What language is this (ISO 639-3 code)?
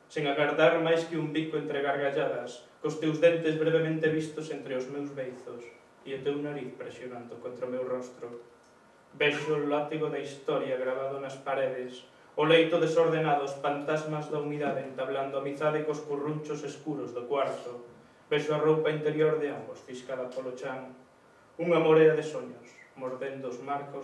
glg